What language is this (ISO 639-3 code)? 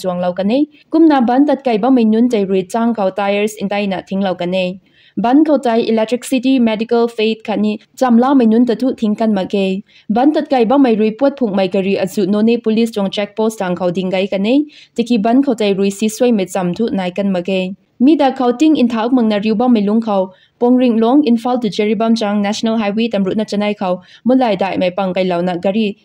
nbu